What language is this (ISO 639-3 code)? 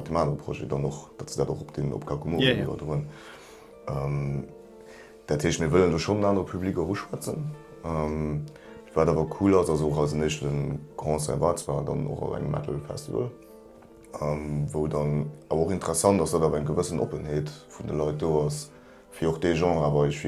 ltz